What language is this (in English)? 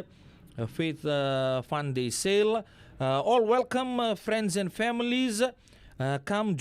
Fijian